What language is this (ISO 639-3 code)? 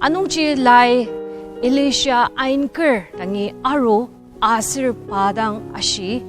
njo